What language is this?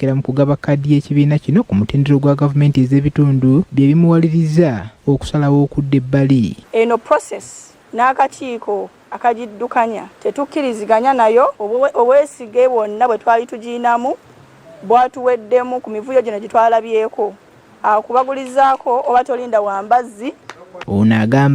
Ganda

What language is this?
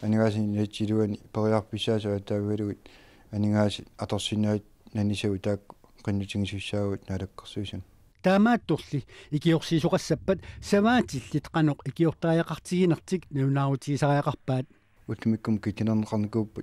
Kalaallisut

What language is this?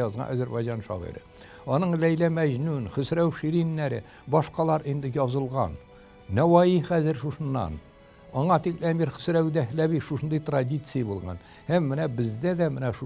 Tatar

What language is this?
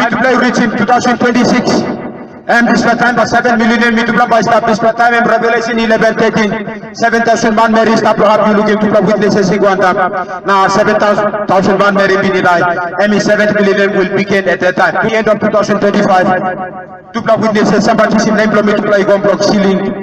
Tok Pisin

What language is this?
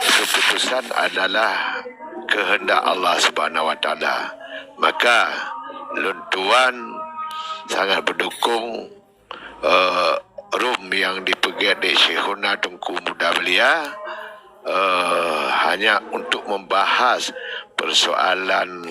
Achinese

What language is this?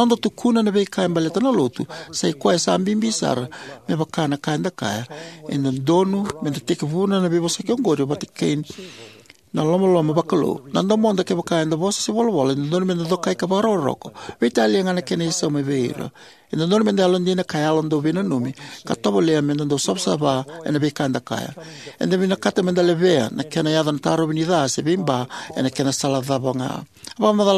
Fijian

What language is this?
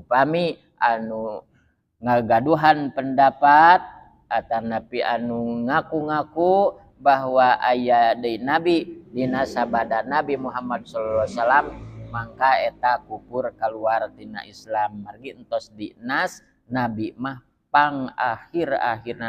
Sundanese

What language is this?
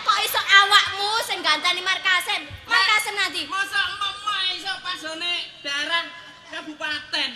Javanese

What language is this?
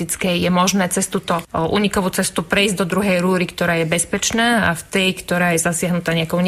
Slovak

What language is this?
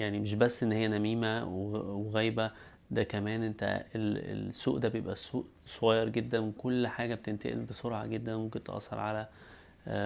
Egyptian Arabic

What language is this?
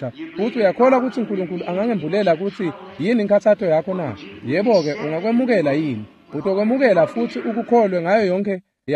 Swati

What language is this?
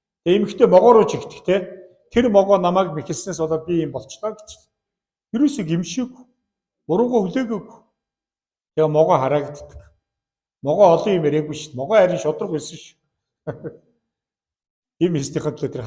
Mongolian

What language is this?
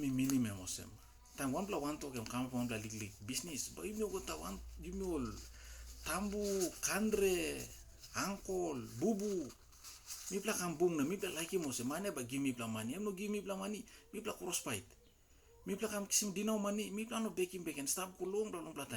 Tok Pisin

